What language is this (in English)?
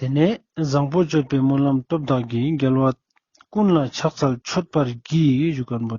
Ladakhi